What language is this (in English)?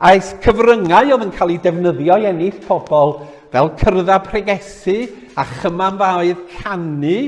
Welsh